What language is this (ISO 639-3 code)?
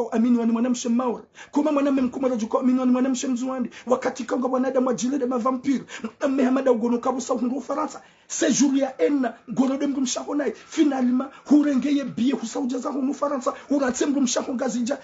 zdj